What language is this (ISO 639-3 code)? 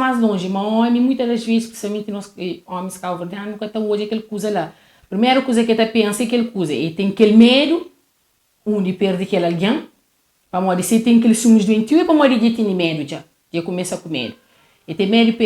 kea